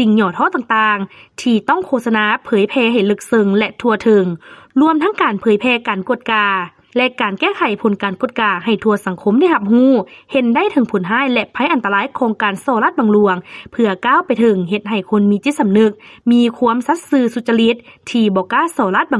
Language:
Lao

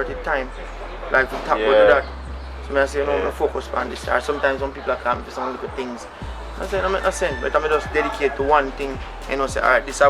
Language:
Jamaican Creole English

